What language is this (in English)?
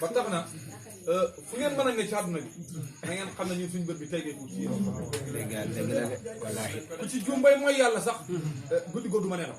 Wolof